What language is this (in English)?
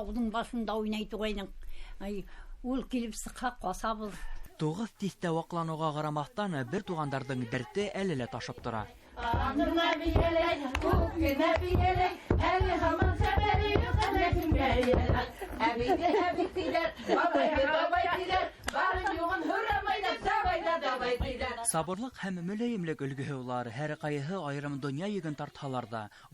Bashkir